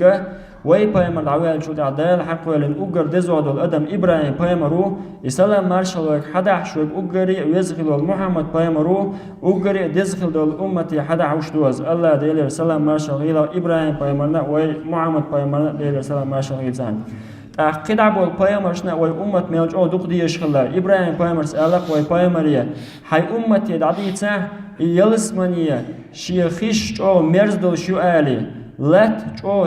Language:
Chechen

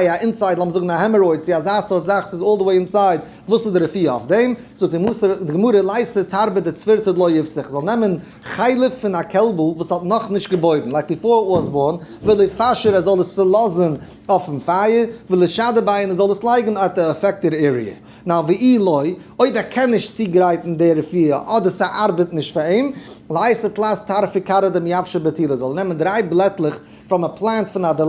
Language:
Yiddish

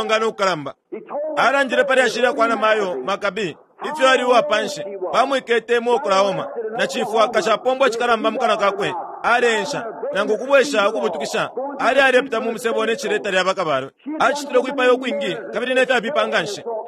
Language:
Bemba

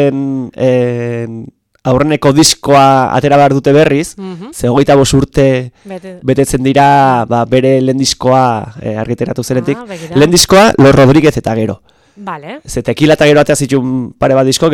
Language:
Basque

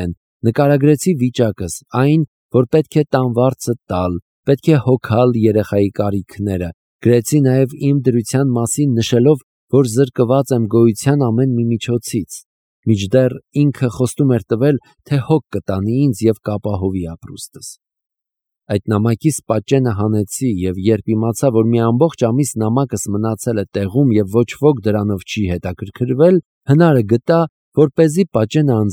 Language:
Armenian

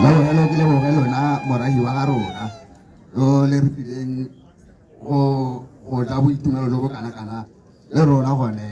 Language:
Tswana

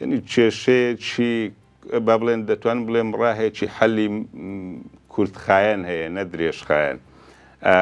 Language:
Central Kurdish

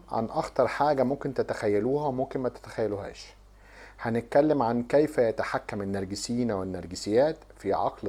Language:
Egyptian Arabic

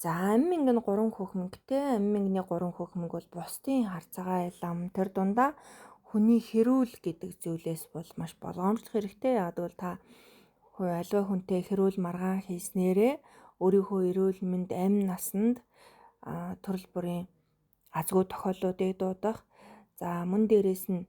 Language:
Mongolian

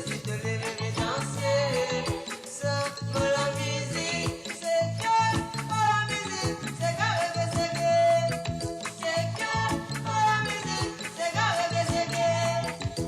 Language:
Morisyen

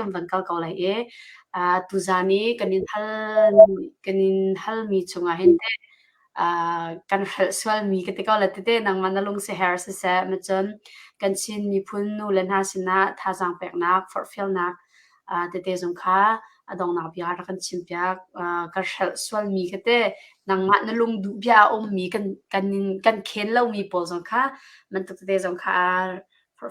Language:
Hakha Chin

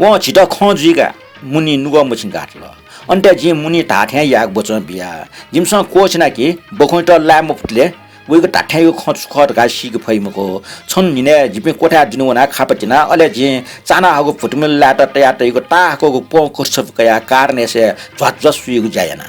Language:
Newari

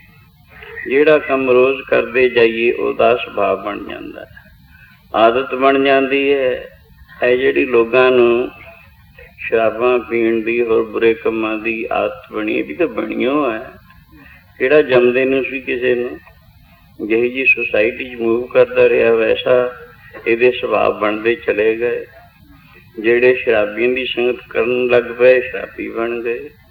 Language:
Punjabi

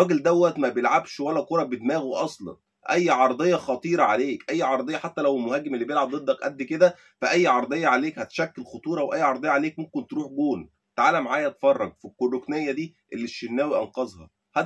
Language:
Egyptian Arabic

